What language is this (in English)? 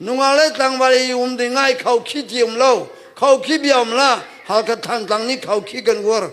Hakha Chin